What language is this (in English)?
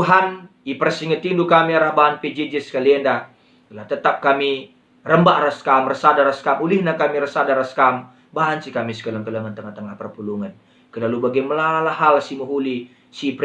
Batak Karo